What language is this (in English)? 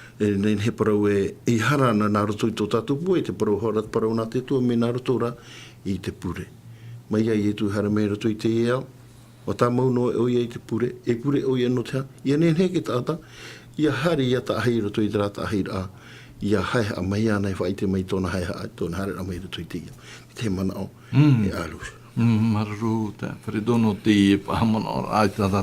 Tahitian